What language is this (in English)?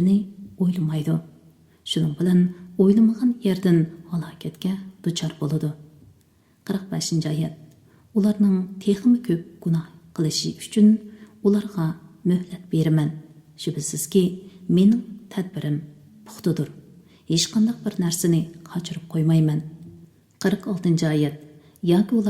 Uyghur